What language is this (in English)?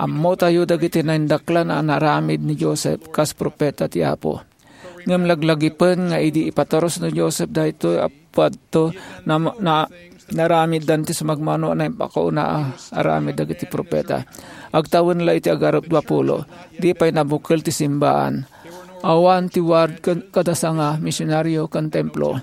Iloko